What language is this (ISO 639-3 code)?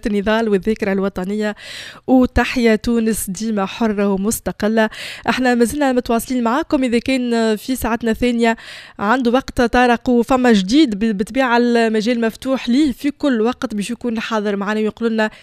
aeb